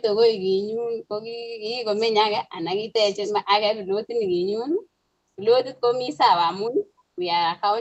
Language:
Kalenjin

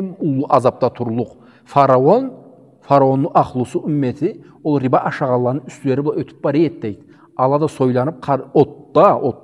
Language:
Karachay-Balkar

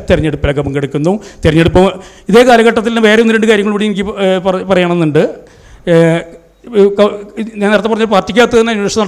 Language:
Malayalam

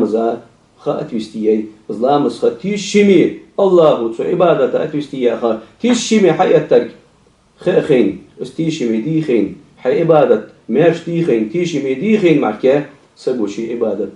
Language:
Ingush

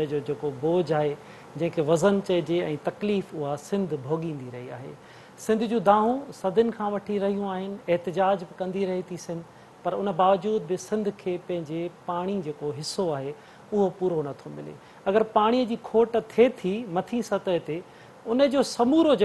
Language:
Sindhi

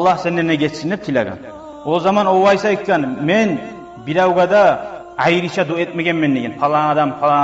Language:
Kumyk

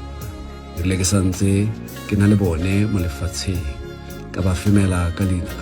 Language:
Tswana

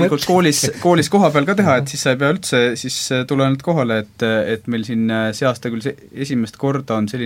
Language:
Estonian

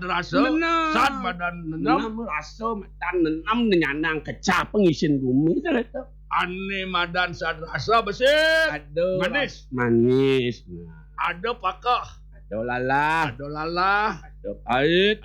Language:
Balinese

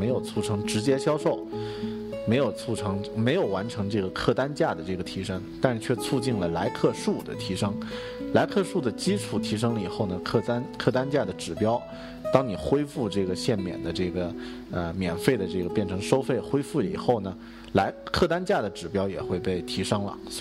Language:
Chinese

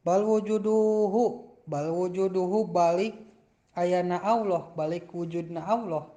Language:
Sundanese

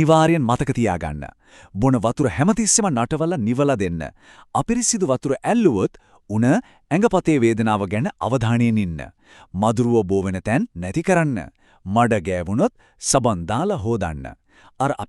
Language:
Sinhala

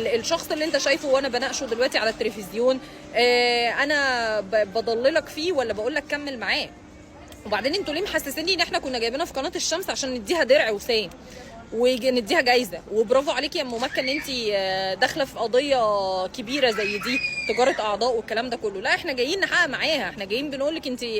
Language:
Egyptian Arabic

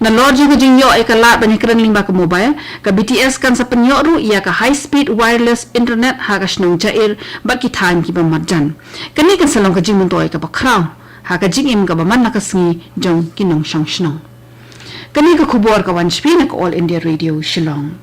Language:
Khasi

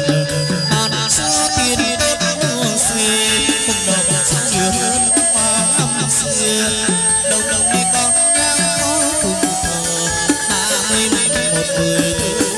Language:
Vietnamese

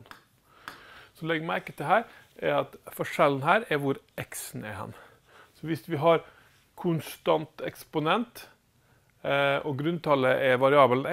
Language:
Norwegian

